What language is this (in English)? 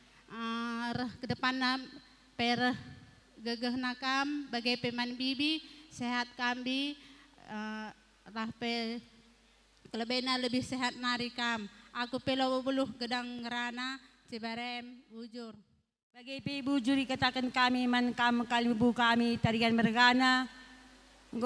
Batak Karo